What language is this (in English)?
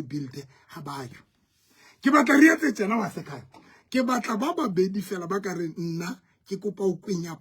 Southern Sotho